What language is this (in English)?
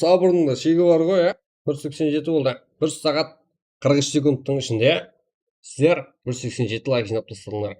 Kara-Kalpak